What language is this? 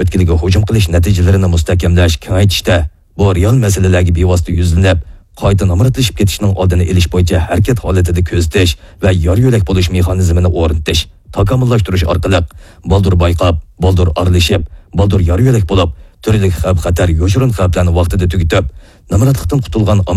Uyghur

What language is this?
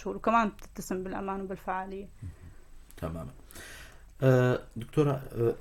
North Levantine Arabic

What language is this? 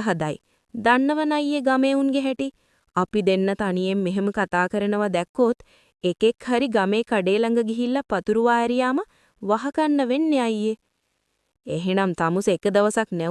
Sinhala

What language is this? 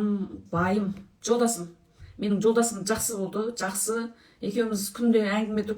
Kazakh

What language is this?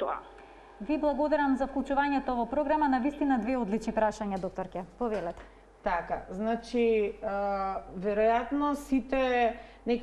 Macedonian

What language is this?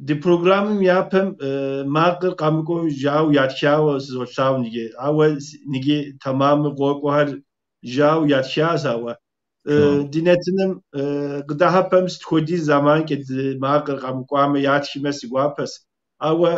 Kabardian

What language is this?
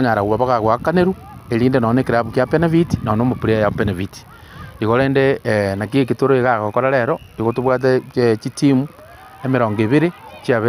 Gusii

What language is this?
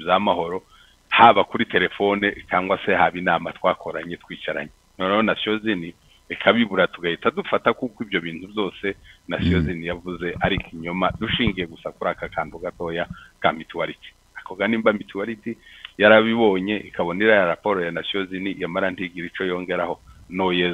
Kinyarwanda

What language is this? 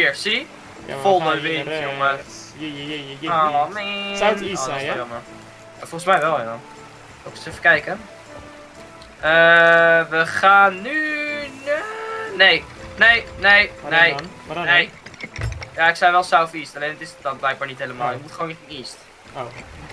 Dutch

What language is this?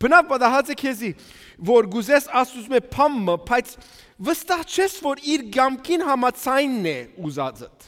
Western Armenian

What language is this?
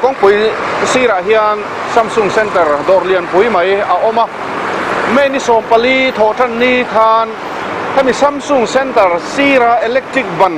Mizo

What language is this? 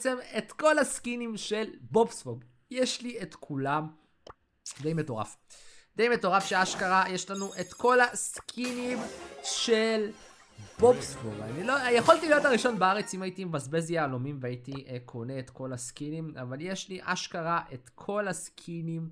Hebrew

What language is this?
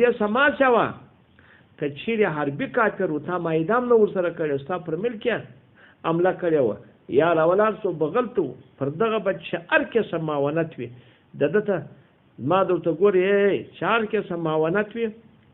Pashto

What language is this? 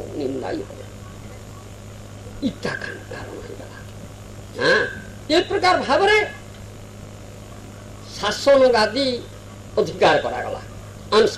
Odia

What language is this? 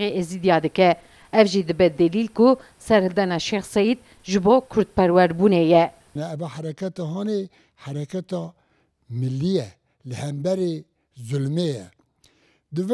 Kurdish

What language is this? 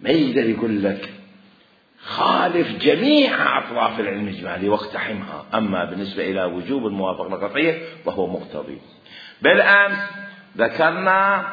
Mesopotamian Arabic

